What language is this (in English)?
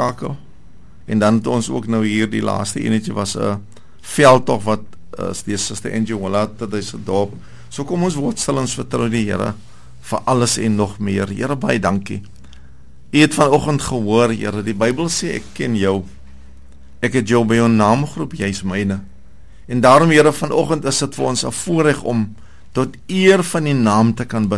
Afrikaans